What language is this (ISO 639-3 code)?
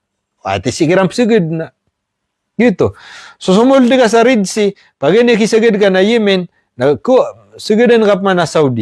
mrw